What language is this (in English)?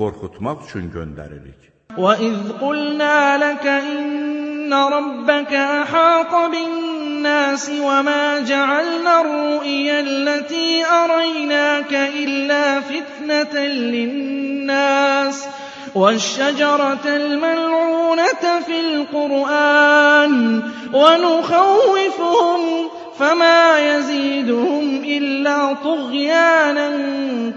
Azerbaijani